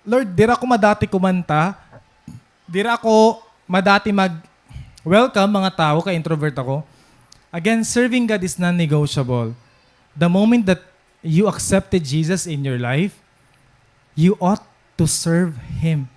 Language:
Waray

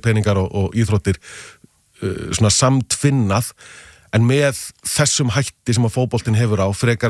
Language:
Icelandic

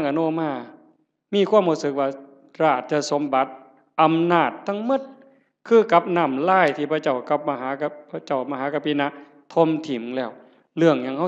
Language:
Northeastern Thai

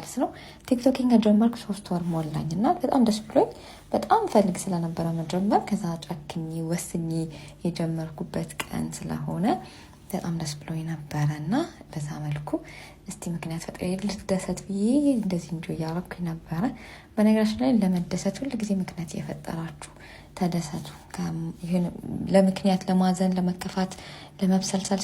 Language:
Amharic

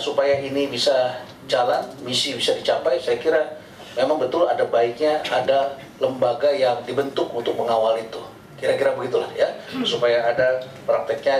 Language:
Indonesian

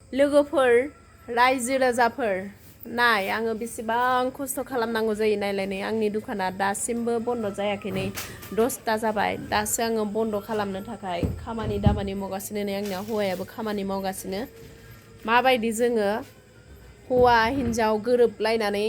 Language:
Bodo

